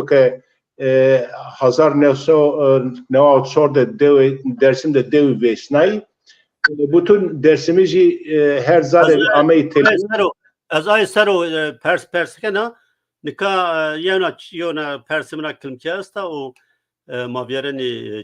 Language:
Zaza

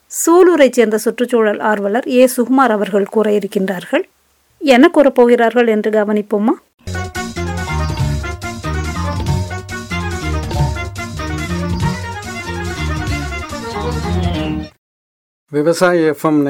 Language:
Tamil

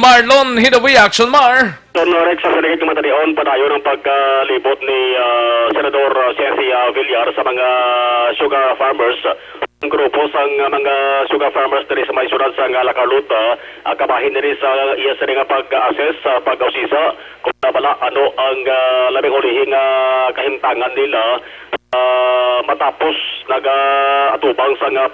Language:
Hiligaynon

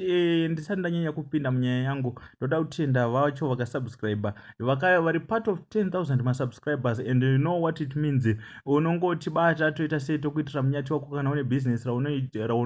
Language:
Shona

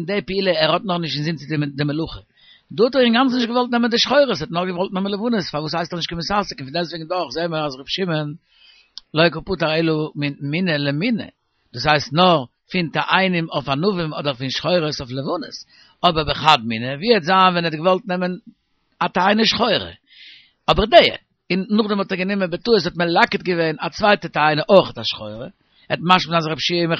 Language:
Yiddish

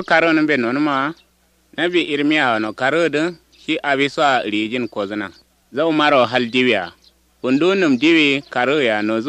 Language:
Kanuri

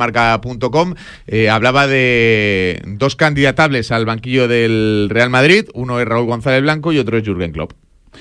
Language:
Spanish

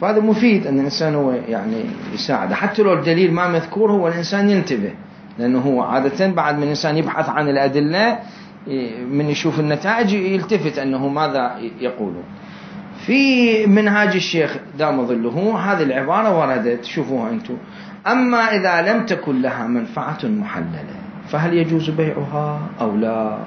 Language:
Mesopotamian Arabic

